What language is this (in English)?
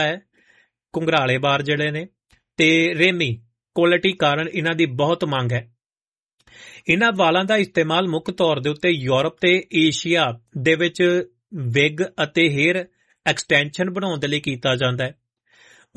Punjabi